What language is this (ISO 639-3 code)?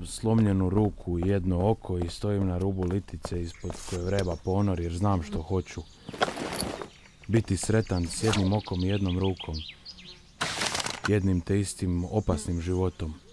hrv